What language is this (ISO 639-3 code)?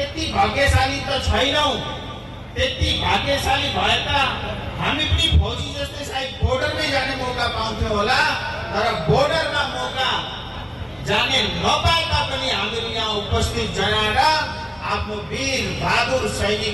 nep